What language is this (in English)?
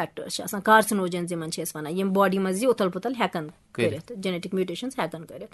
Kashmiri